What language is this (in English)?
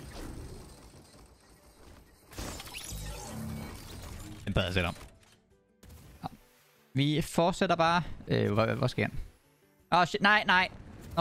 Danish